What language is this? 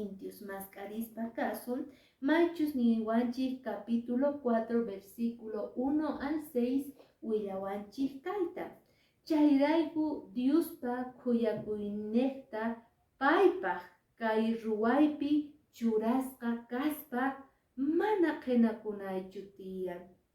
Quechua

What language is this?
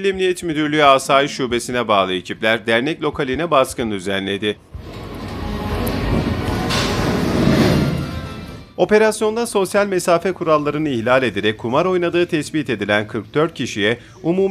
Turkish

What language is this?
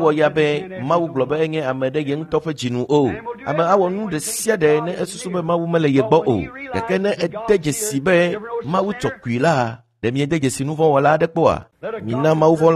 Ewe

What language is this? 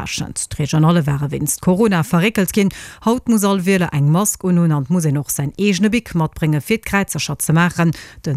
Luxembourgish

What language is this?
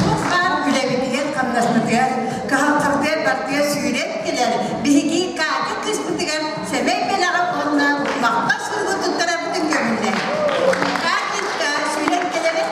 Yakut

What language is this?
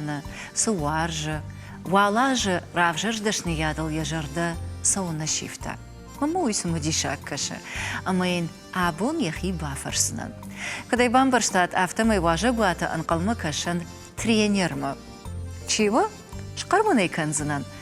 Ossetic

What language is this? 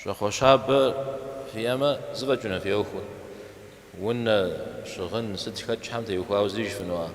Kabardian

